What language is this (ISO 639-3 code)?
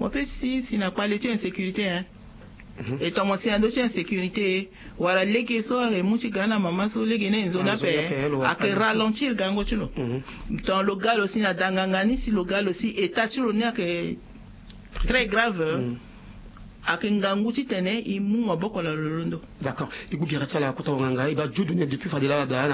sag